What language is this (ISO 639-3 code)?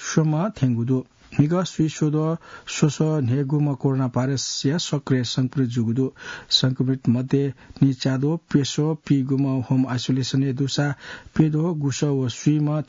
new